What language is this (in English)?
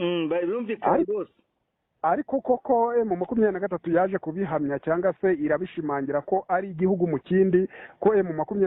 Kinyarwanda